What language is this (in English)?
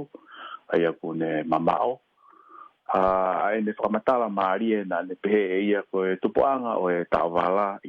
Tongan